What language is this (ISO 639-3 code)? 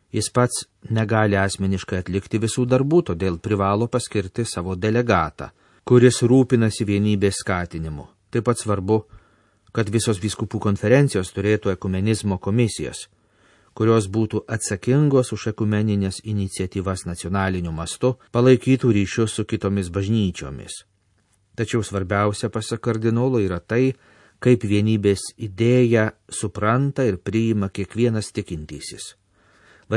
lit